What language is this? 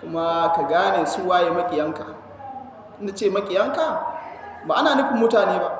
Hausa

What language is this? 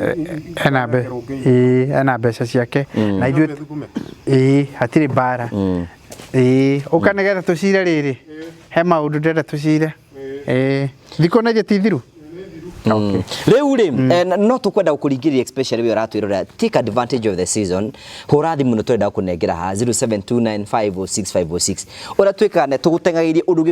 Kikuyu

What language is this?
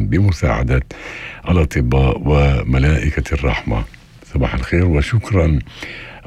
North Levantine Arabic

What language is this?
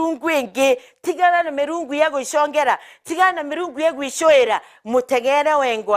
Meru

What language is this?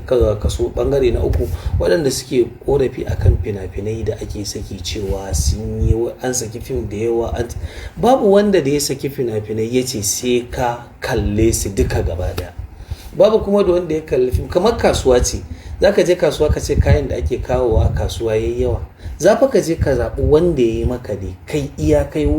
Hausa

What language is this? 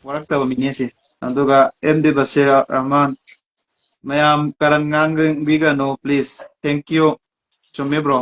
Manipuri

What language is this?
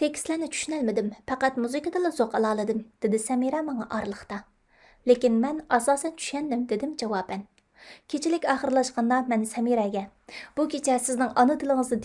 Uyghur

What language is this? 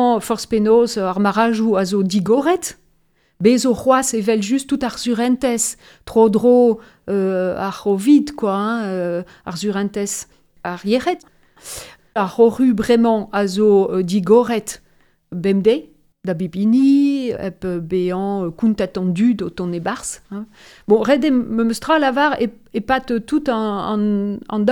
Breton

